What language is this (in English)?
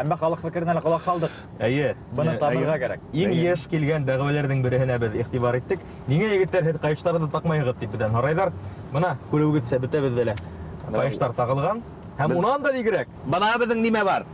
Bashkir